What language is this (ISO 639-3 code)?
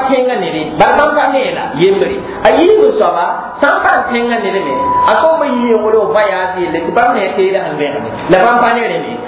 mos